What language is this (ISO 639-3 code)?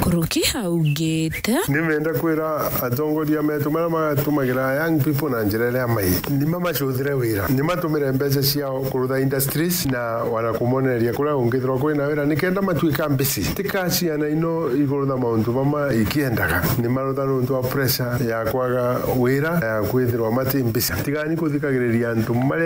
mer